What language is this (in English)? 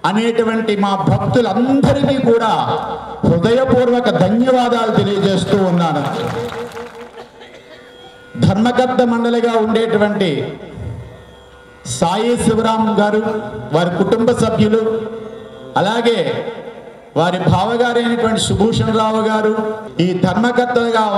Telugu